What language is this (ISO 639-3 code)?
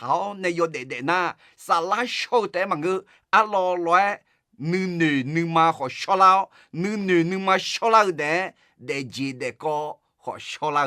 ahk